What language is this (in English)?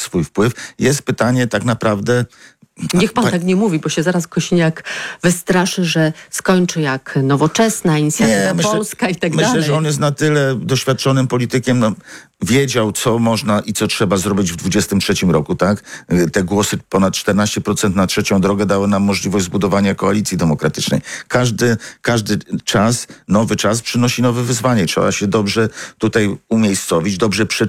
Polish